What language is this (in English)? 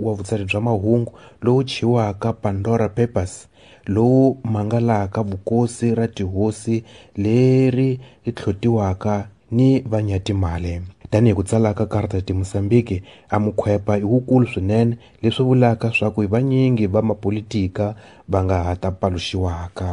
Tsonga